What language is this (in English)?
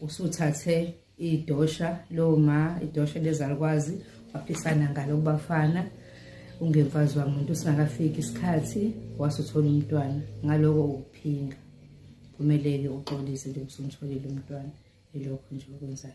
Zulu